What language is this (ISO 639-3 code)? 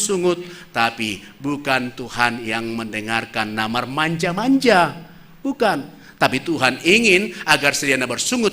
bts